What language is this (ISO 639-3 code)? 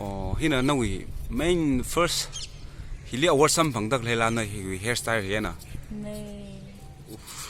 nmf